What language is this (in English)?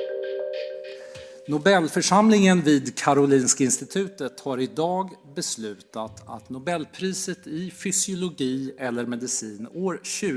Swedish